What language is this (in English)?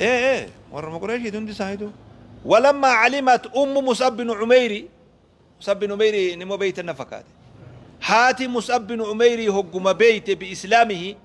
Oromo